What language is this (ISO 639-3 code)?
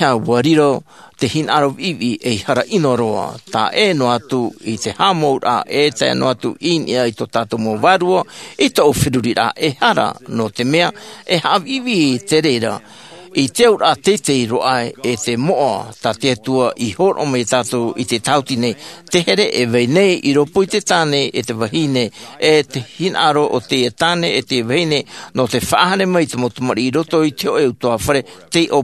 tah